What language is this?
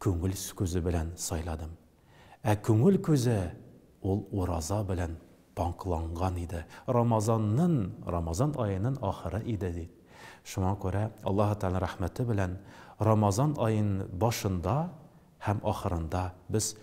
Tatar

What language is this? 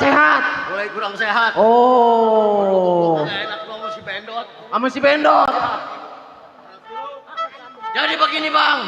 Betawi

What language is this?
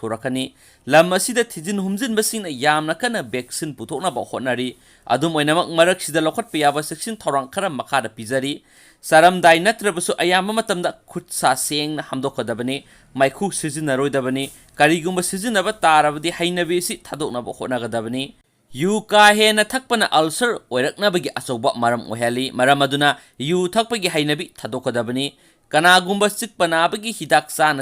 Manipuri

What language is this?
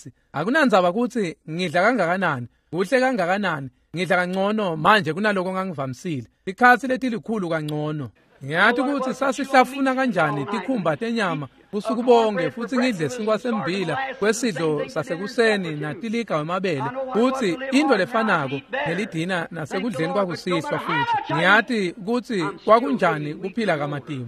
Swati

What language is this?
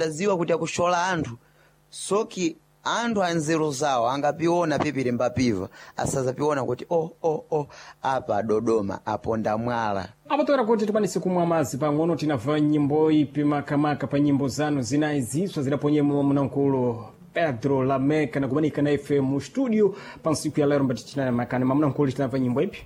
Sena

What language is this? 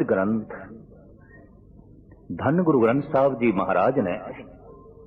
Punjabi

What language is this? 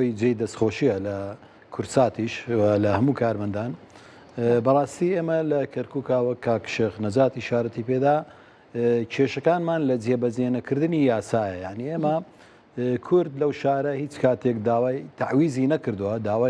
Central Kurdish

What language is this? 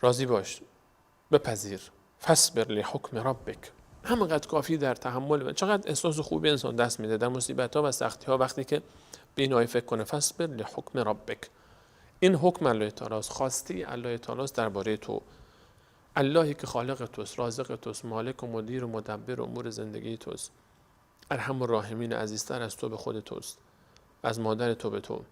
Persian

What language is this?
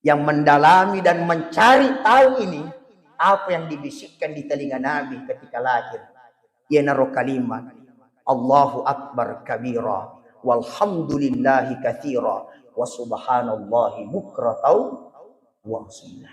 Buginese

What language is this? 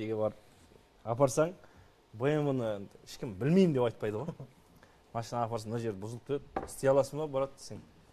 Kazakh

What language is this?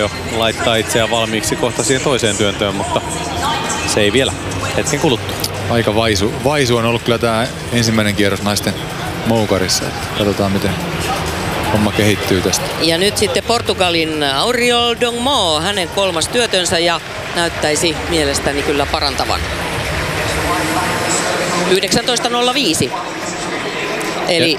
Finnish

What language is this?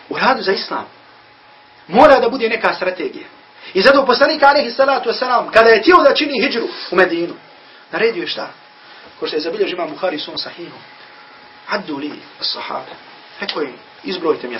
Bosnian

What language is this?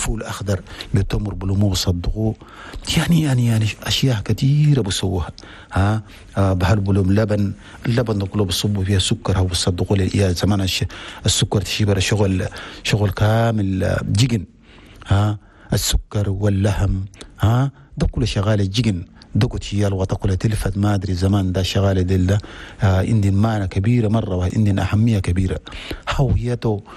Chadian Arabic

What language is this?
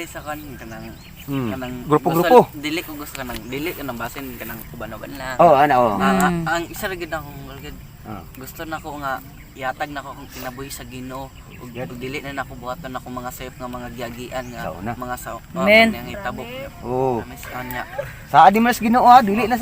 Cebuano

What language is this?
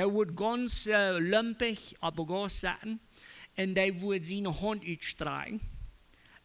Plautdietsch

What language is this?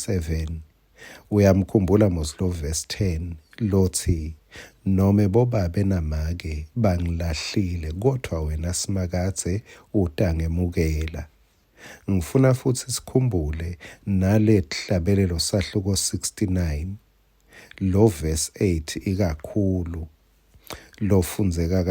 Swati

